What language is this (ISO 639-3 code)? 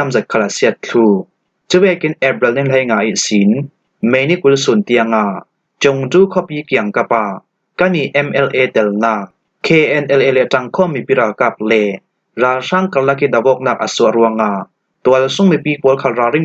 cfm